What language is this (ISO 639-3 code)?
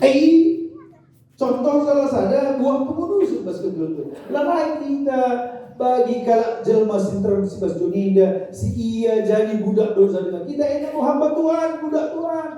btx